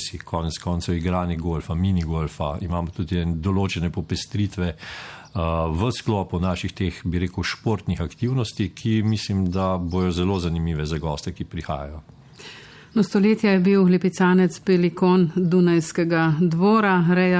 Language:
Slovenian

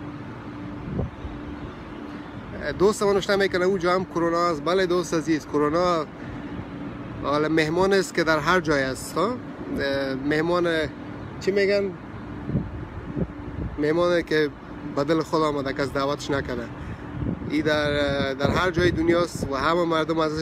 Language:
Persian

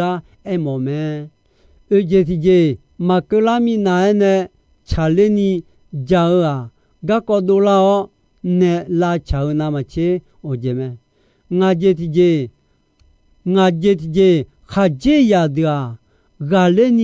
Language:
Akha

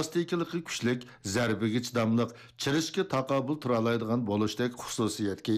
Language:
Uyghur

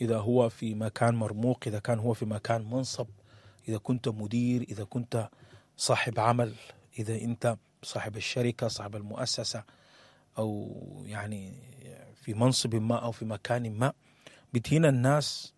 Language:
Sudanese Arabic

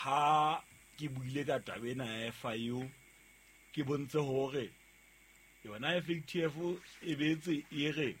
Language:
Southern Sotho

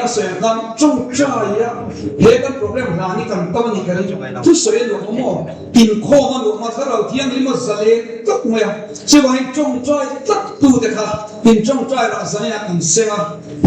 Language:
Mizo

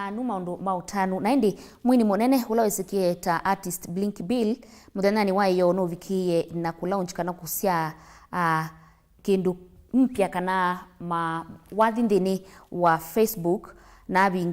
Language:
Kamba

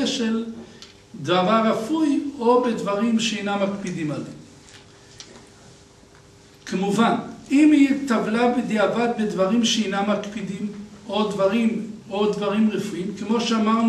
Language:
Hebrew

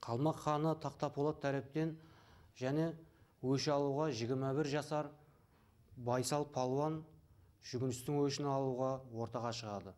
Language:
Kara-Kalpak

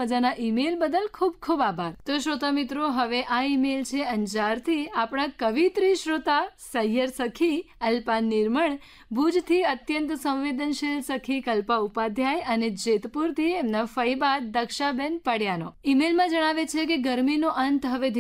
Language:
Gujarati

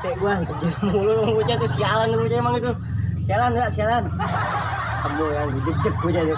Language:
Betawi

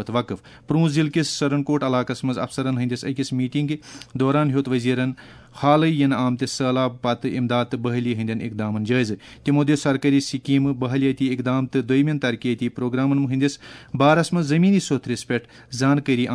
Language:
Kashmiri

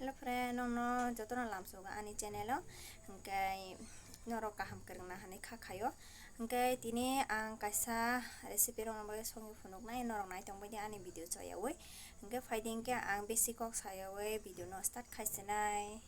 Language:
Kok Borok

